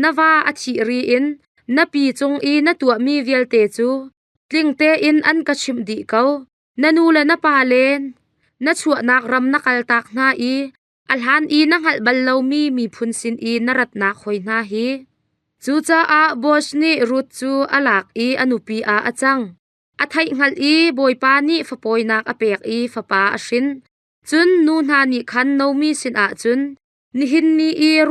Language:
Hakha Chin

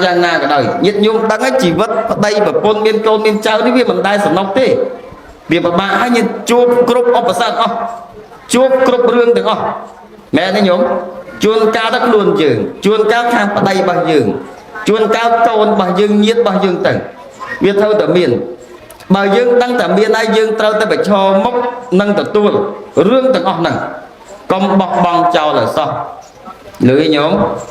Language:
Khmer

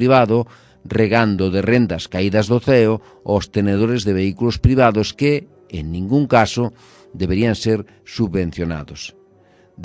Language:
Galician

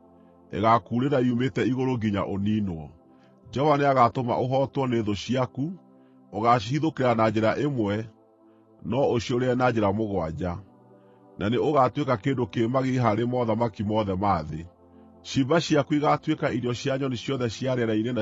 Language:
Kikuyu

